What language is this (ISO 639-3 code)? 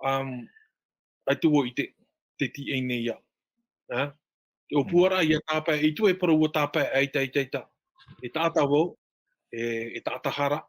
tah